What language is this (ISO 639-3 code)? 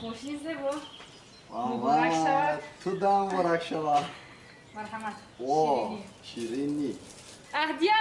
tgk